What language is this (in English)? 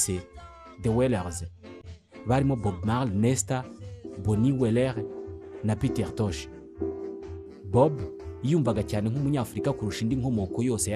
Kinyarwanda